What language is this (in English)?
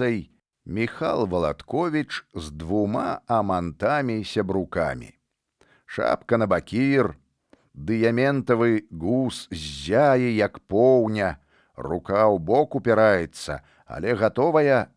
Belarusian